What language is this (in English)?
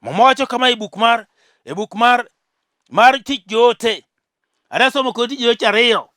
Luo (Kenya and Tanzania)